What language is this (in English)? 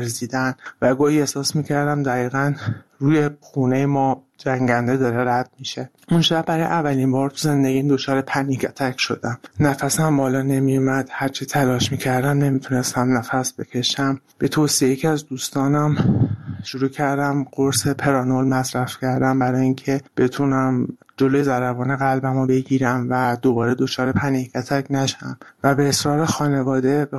Persian